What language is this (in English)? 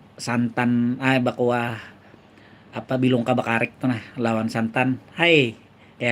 Banjar